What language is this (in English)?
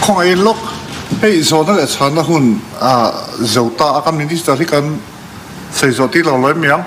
Mizo